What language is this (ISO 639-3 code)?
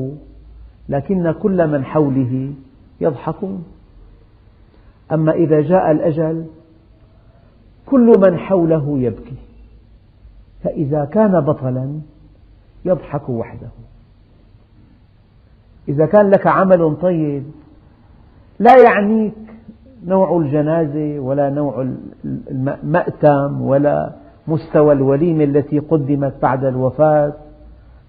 ara